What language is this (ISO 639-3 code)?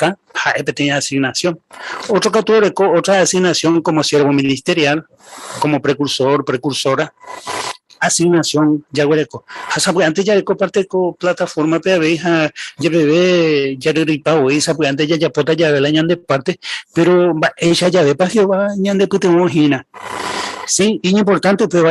grn